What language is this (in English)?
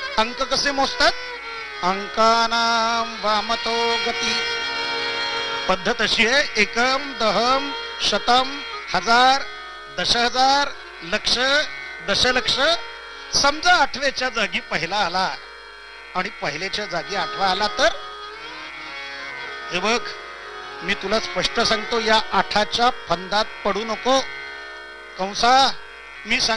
Marathi